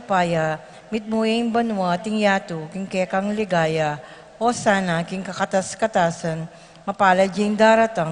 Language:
Pampanga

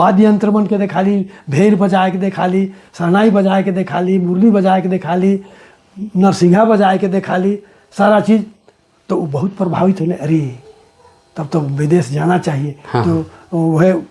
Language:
Sadri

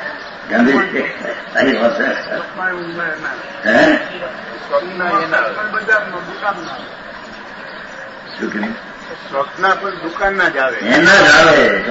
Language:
Gujarati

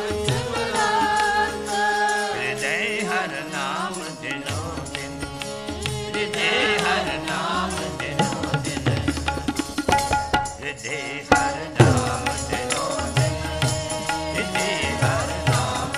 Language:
Punjabi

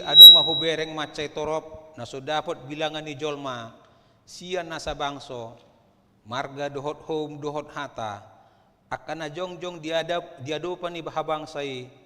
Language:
Batak Toba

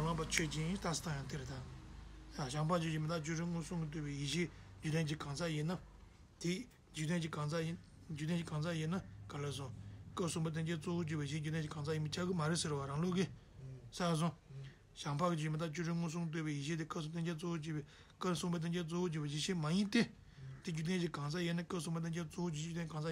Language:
Tibetan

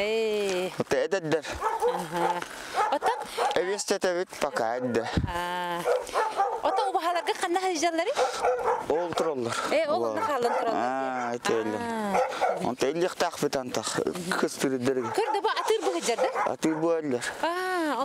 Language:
Yakut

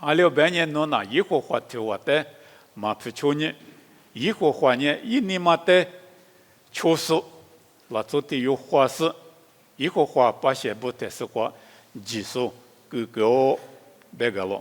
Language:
Lisu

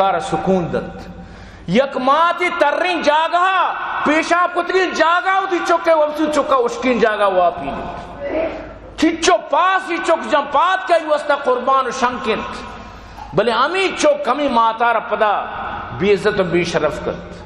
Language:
Baluchi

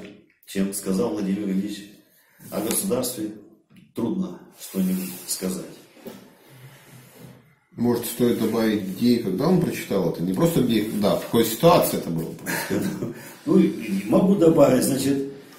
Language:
Russian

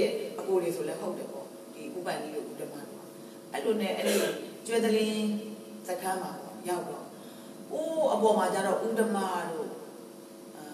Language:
Burmese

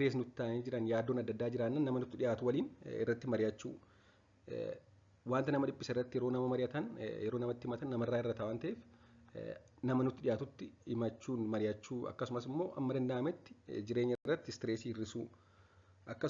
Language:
Oromo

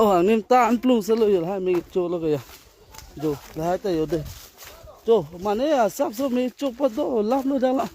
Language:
Karbi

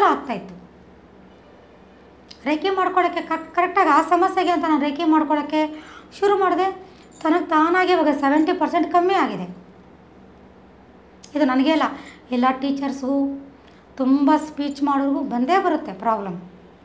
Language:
Kannada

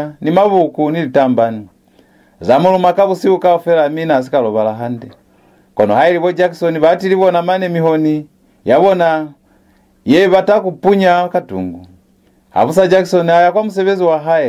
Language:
Lozi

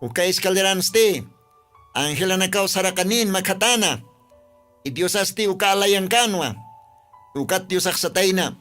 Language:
Aymara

